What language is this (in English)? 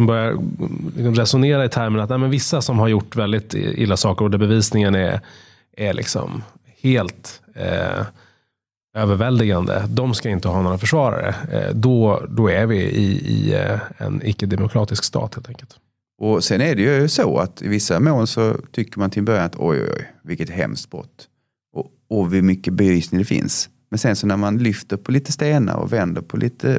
Swedish